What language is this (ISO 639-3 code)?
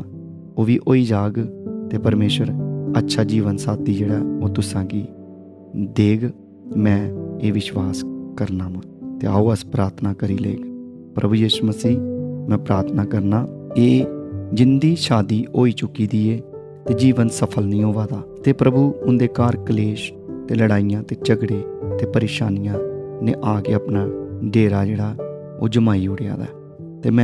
doi